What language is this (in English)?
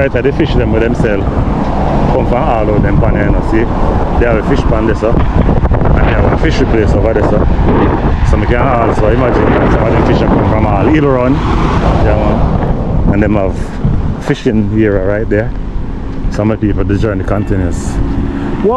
Jamaican Creole English